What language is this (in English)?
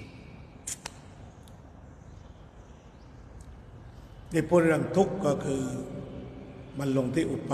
Thai